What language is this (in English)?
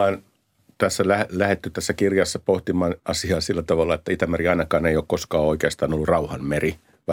Finnish